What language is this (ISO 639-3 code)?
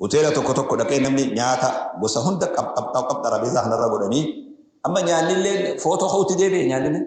orm